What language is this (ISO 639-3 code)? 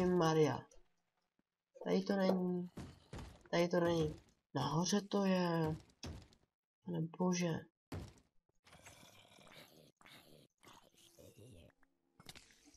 ces